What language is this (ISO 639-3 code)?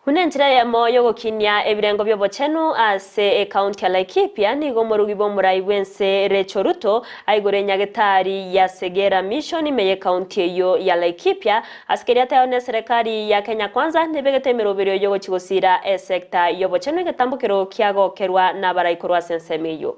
guz